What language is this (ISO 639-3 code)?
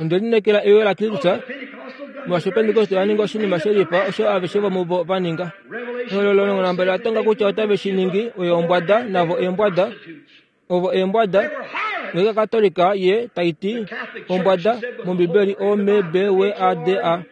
kua